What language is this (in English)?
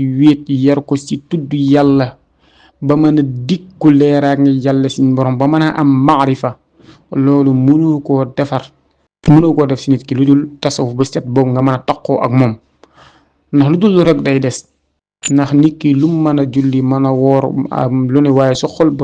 Wolof